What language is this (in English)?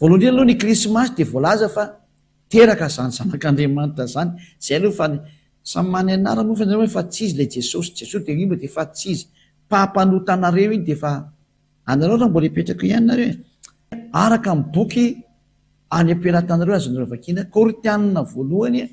Malagasy